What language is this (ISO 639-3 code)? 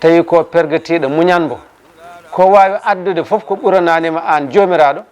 ful